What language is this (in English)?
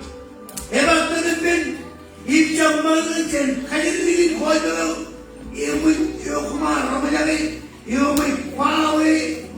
Marshallese